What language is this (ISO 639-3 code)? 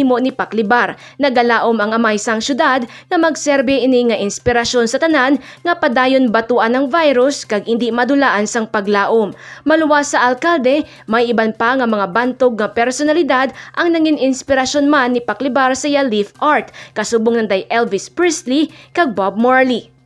hil